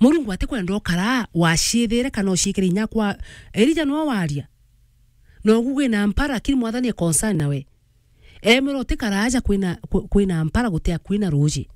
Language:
Meru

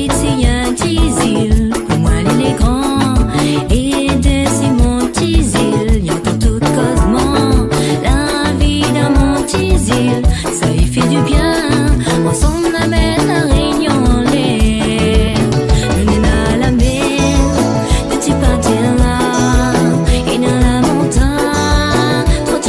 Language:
Réunion Creole French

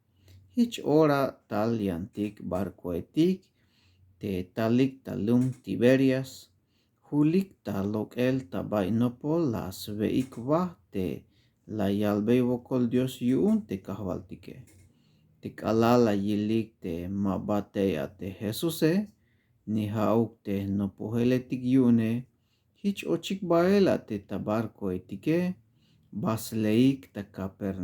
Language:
Tzeltal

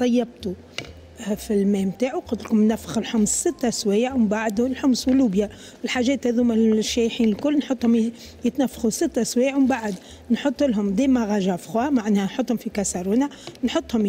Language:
Tunisian Arabic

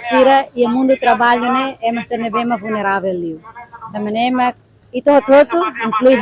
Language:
Tetum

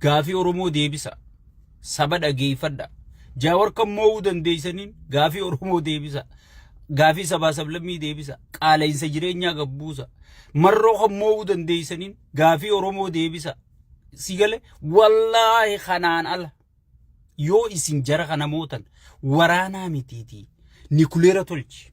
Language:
Oromo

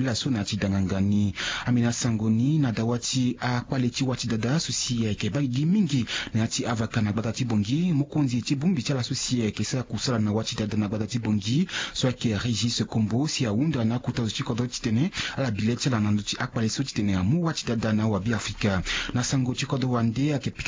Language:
Sango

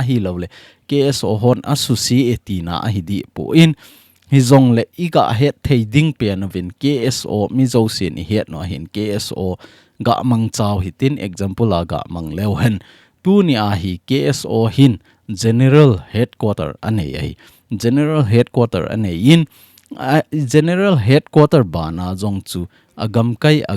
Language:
Thado Chin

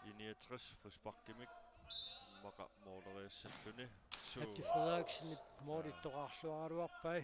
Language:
Kalaallisut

